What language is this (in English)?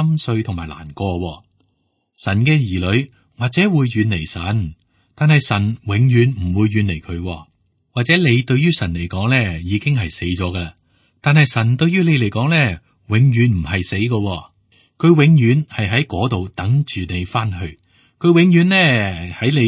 Cantonese